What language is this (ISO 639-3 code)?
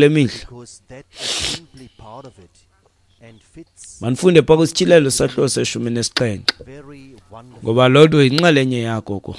xho